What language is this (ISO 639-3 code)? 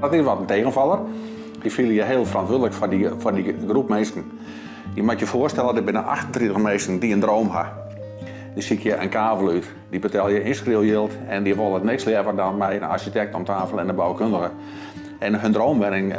fry